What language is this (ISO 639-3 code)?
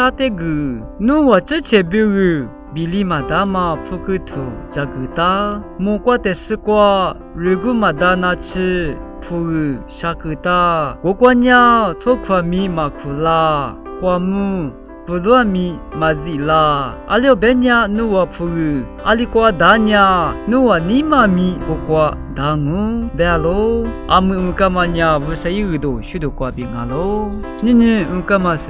lis